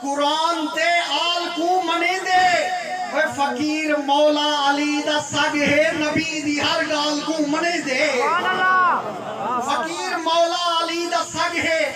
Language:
Saraiki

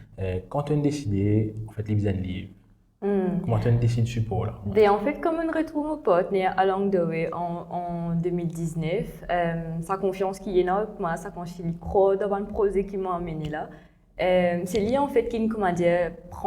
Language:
Morisyen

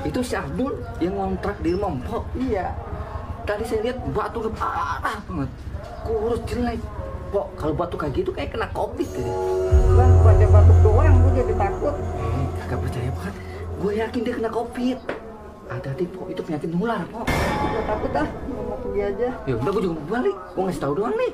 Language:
Betawi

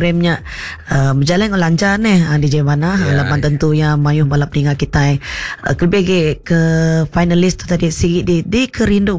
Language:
Iban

